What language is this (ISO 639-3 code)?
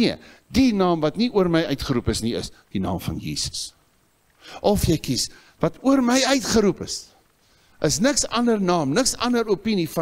afr